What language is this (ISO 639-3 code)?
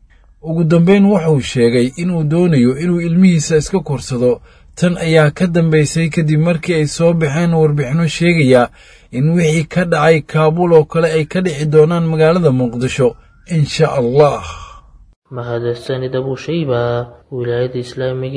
som